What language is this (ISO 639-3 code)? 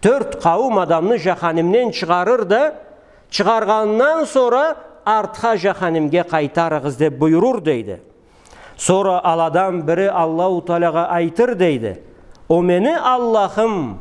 krc